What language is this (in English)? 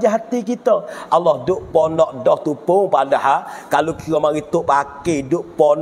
Pattani Malay